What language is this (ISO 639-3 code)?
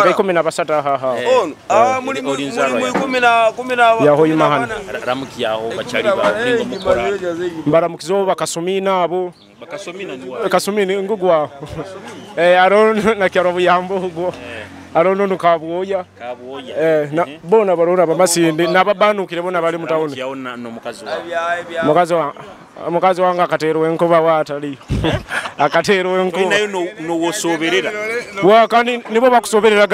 nyo